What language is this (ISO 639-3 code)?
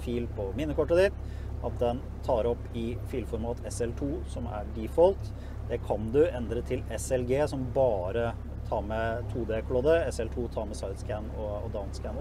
nor